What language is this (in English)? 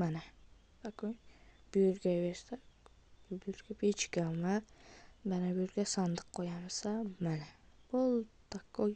Uzbek